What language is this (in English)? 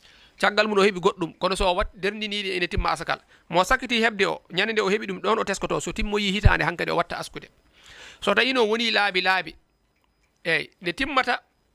Fula